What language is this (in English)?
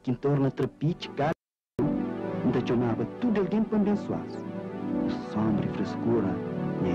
Kabuverdianu